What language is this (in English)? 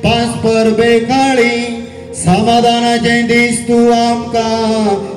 Konkani